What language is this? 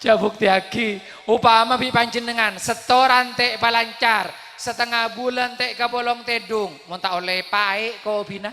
Madurese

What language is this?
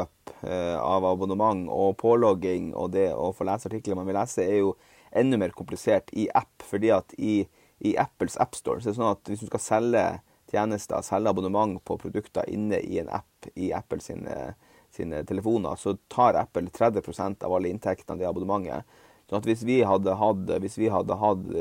Norwegian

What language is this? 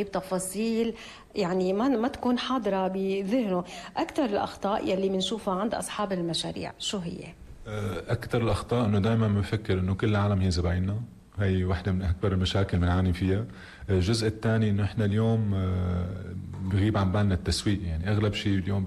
North Levantine Arabic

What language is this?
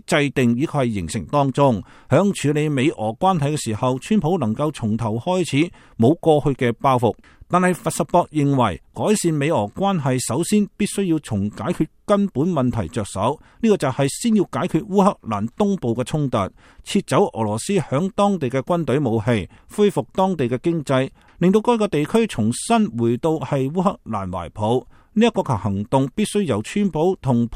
Cantonese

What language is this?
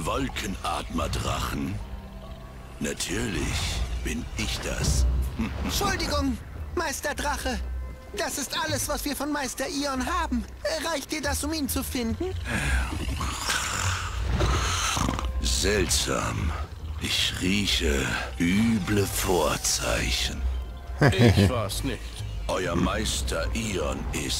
German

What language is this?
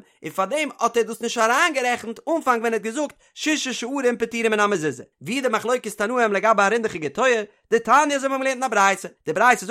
Yiddish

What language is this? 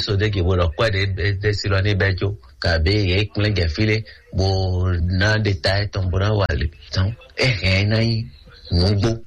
Fon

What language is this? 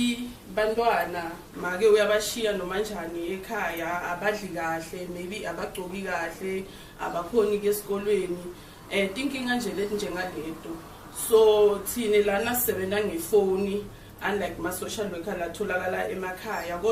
Swati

